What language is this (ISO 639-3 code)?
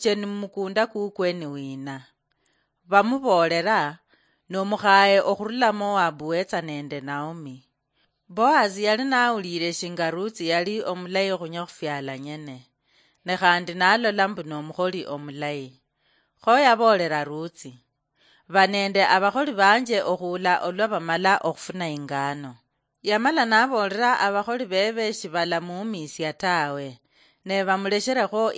luy